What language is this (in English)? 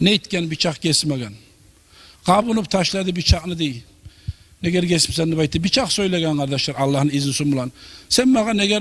Kumyk